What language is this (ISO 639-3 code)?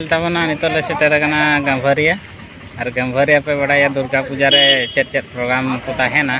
sat